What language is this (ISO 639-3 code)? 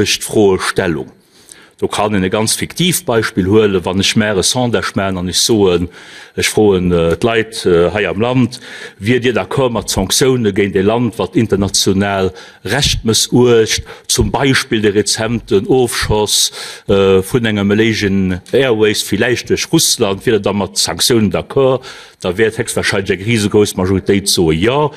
ltz